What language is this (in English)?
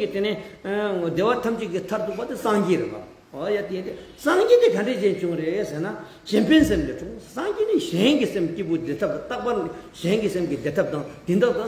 Tibetan